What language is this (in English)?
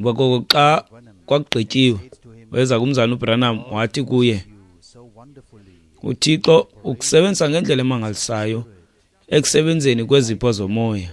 Xhosa